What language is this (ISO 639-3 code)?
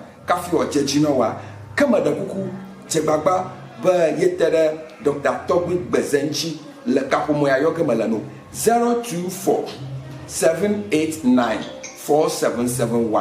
ewe